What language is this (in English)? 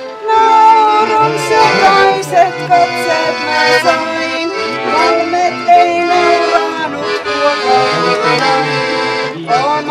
Finnish